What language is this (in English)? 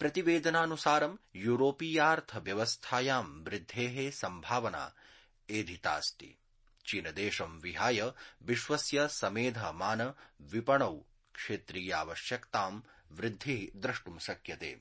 Sanskrit